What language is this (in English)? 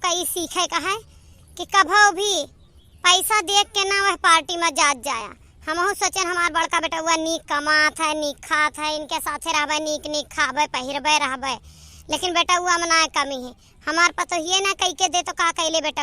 Awadhi